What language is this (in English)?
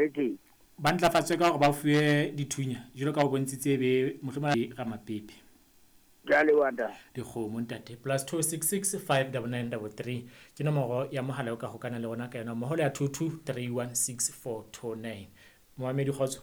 Southern Sotho